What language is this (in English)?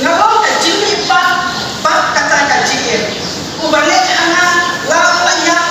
Khasi